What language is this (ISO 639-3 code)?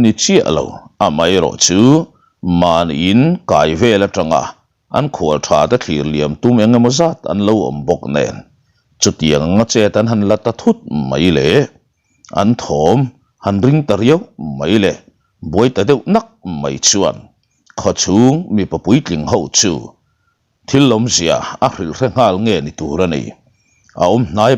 lus